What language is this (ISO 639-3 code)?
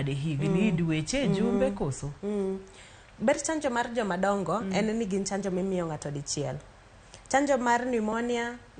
luo